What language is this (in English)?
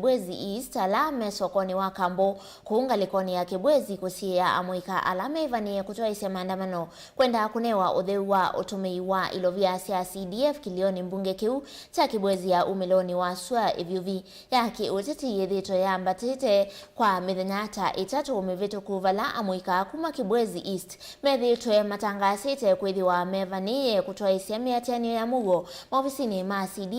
Kamba